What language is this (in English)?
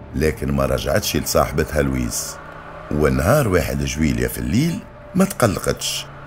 Tunisian Arabic